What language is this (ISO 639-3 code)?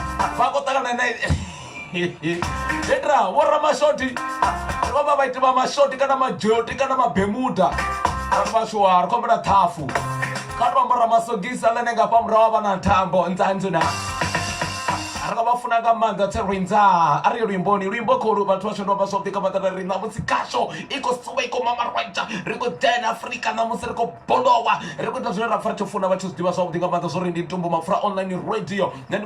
ven